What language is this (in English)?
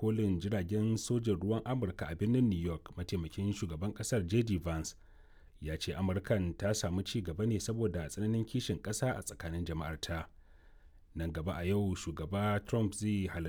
Hausa